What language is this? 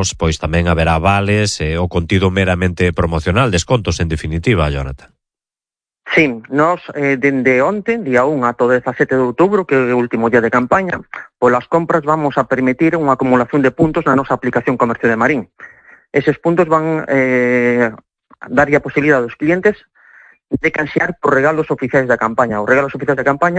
Galician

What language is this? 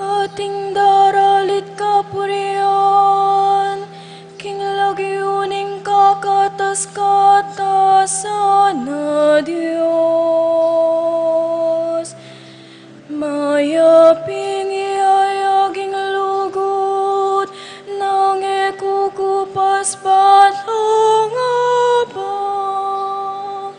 Pampanga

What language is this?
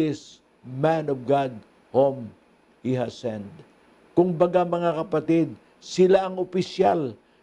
Filipino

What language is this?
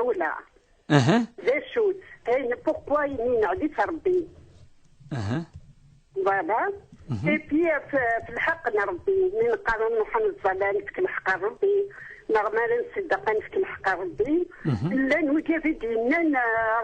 Kabyle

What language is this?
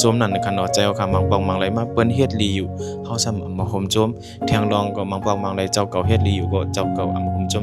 Shan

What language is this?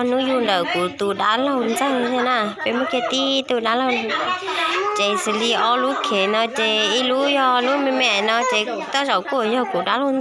Hmong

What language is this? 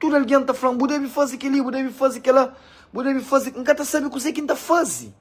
Kabuverdianu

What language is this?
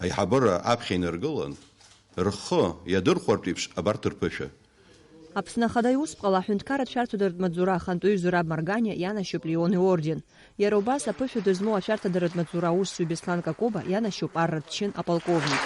Abkhazian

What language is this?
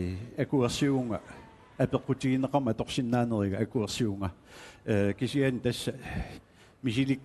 Kalaallisut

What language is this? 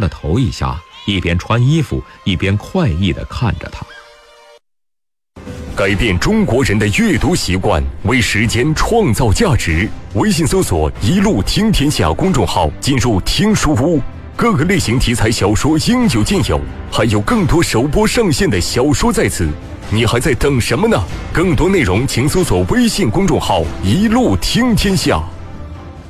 Chinese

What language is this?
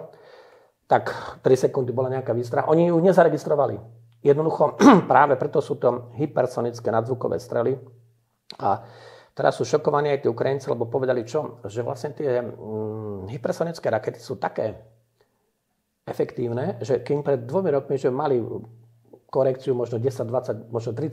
Slovak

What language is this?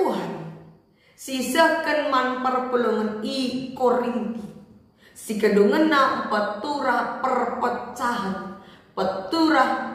Batak Karo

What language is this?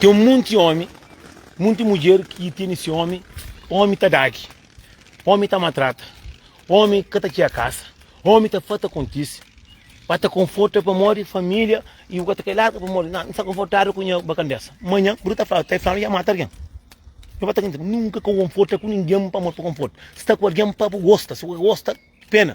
Kabuverdianu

